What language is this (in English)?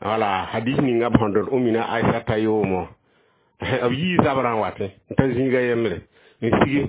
Mossi